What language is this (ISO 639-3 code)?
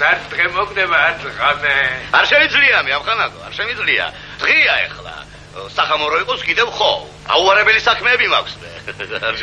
kat